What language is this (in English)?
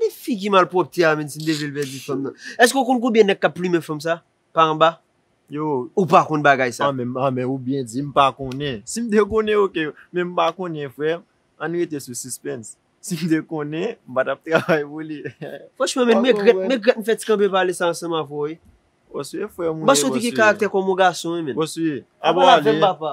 Haitian Creole